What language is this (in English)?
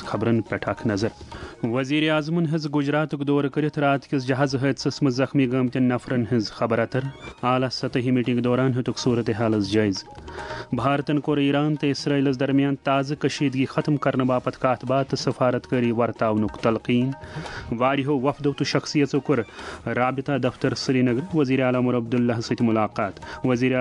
Kashmiri